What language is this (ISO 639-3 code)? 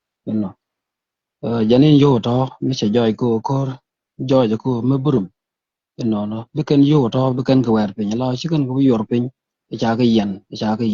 nus